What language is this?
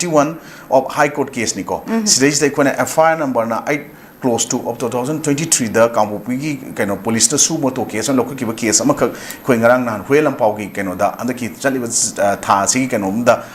Manipuri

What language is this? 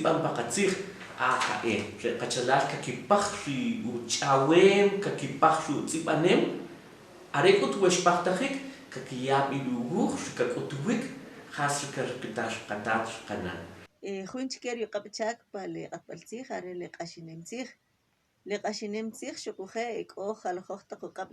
Kʼicheʼ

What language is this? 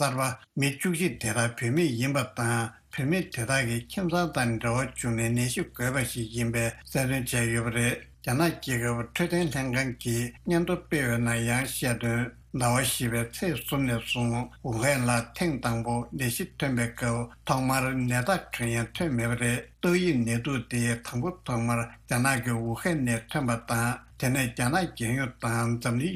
Tibetan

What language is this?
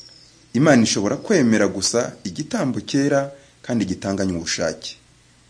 Kinyarwanda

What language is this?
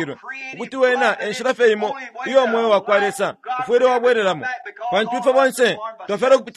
Bemba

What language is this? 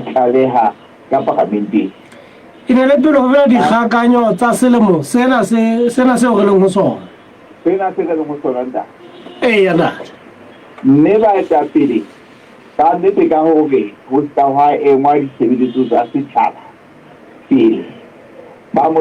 Southern Sotho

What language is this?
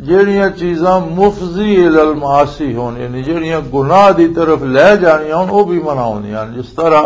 Western Panjabi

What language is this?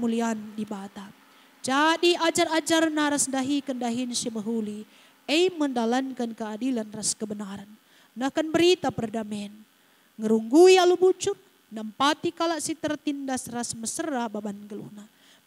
Batak Karo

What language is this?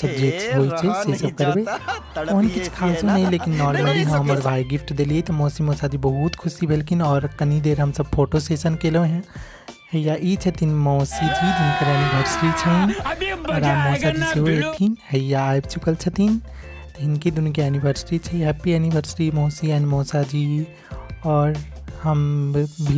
Maithili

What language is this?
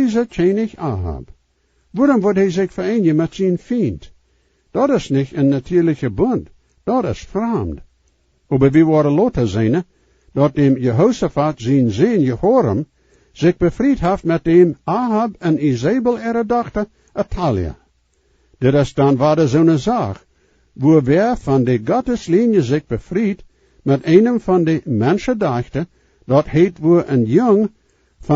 Plautdietsch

